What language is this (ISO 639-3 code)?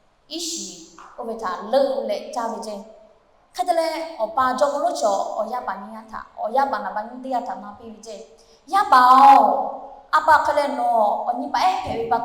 lhu